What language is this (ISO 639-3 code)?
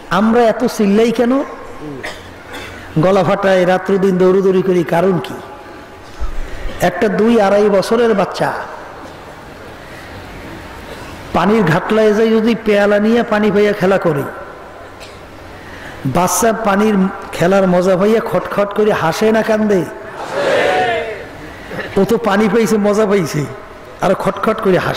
ben